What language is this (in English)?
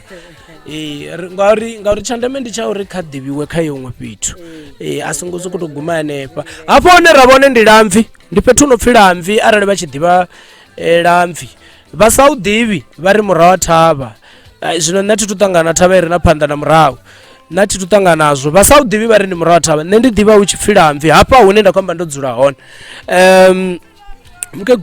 Venda